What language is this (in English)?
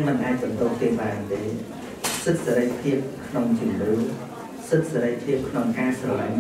Khmer